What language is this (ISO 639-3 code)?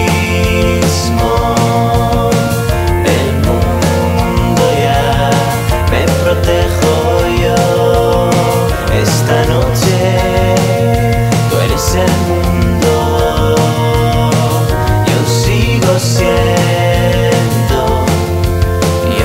spa